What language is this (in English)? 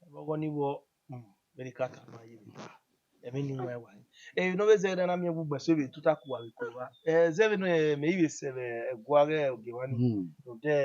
Bini